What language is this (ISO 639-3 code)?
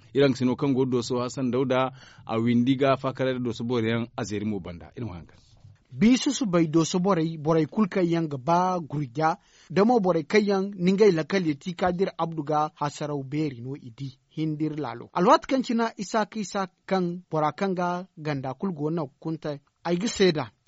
dje